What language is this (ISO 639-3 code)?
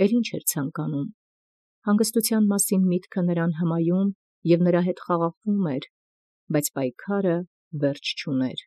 hye